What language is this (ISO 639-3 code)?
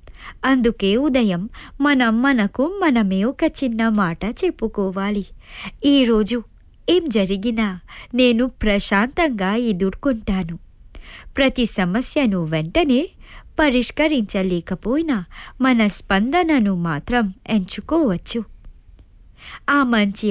tel